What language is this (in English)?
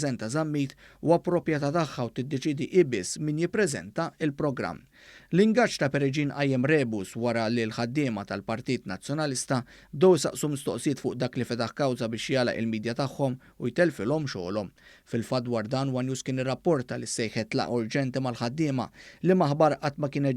Maltese